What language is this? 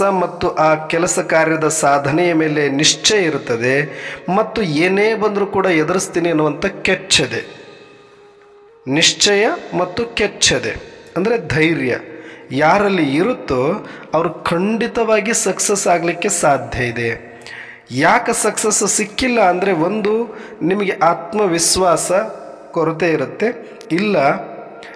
Kannada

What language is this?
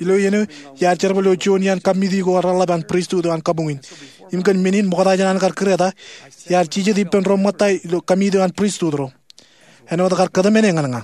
Marshallese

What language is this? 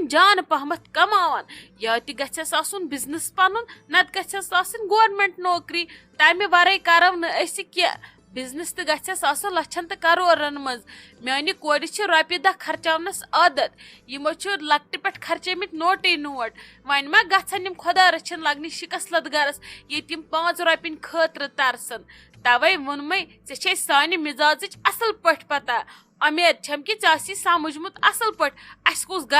Kashmiri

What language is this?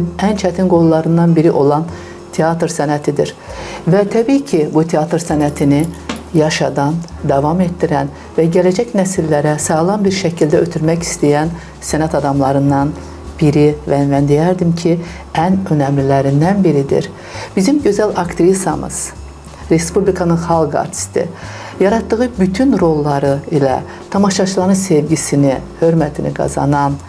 Azerbaijani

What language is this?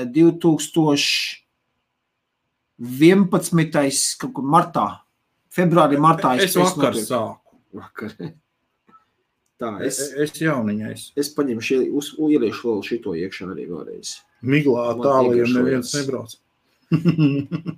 Latvian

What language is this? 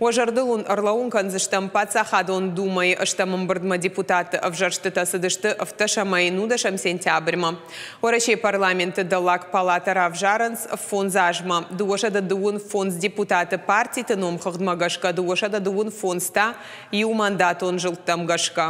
Ossetic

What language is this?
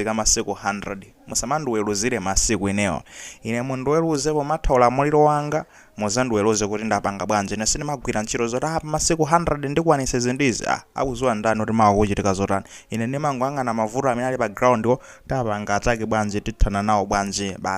Nyanja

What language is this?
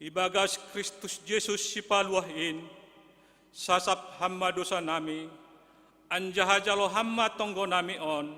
Batak Simalungun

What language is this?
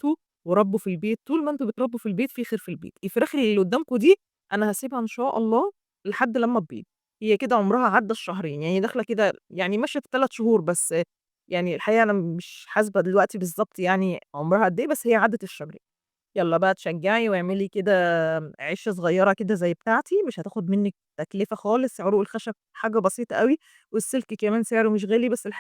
Egyptian Arabic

